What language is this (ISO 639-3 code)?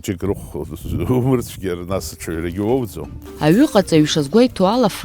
abk